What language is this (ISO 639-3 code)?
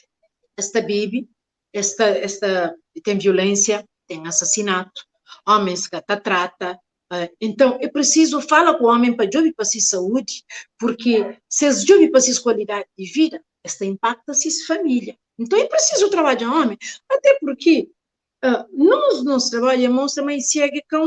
kea